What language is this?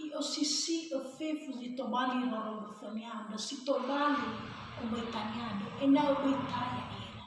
Nias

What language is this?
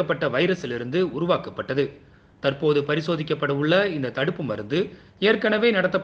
Tamil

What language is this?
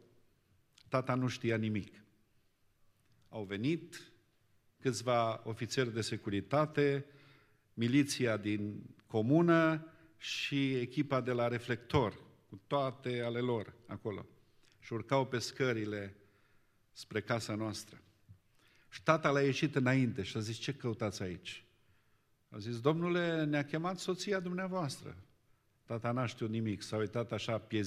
Romanian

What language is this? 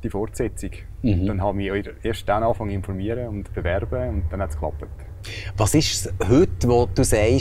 German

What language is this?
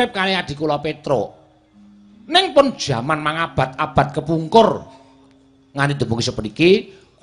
Javanese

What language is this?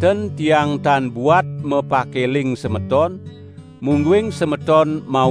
Balinese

